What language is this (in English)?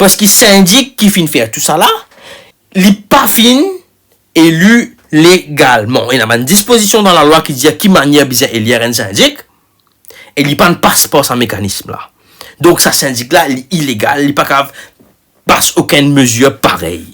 Morisyen